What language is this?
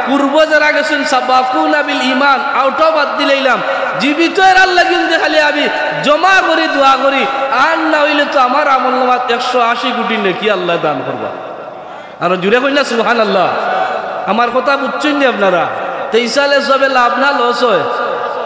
Sylheti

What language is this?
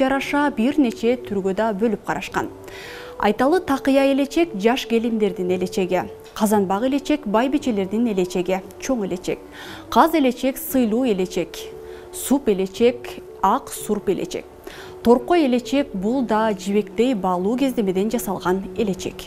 Kyrgyz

